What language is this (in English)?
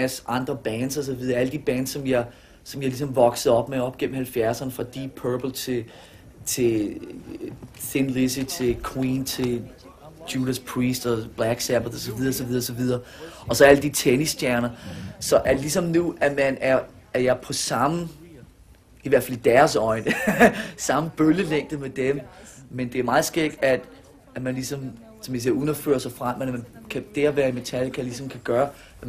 Danish